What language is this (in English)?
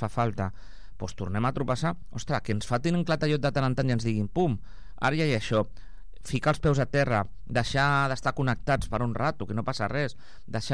Catalan